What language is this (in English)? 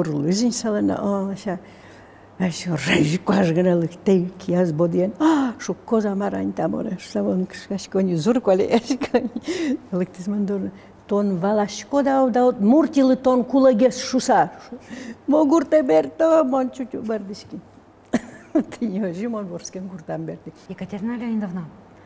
Udmurt